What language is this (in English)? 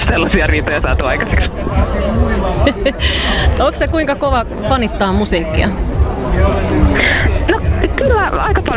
Finnish